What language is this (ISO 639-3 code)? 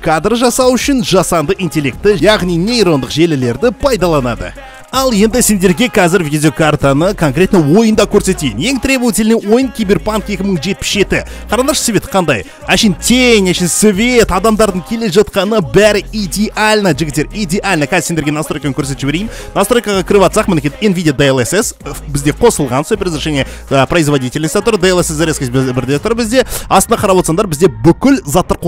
kaz